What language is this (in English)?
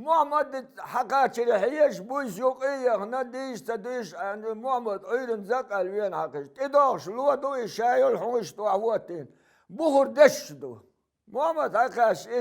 Chechen